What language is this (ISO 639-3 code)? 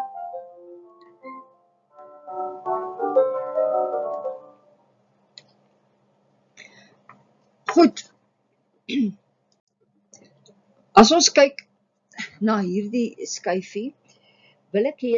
afr